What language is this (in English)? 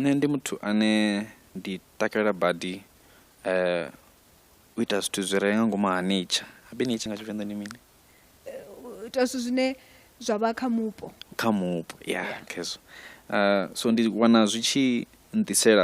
Venda